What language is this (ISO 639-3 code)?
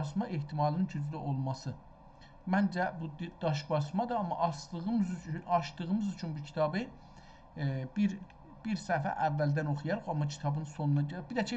azb